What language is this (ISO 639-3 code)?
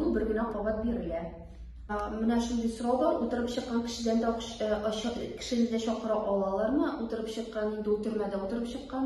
tat